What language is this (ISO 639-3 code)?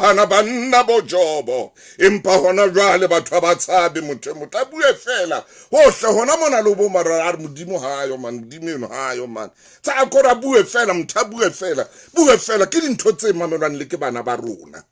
sot